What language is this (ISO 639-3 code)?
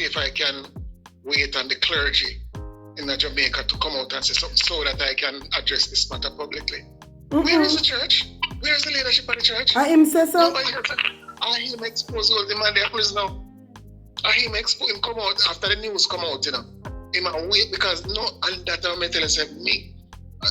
jam